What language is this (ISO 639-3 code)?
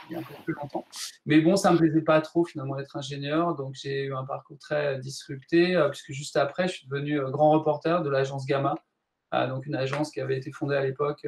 fra